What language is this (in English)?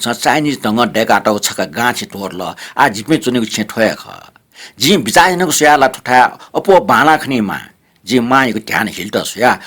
Newari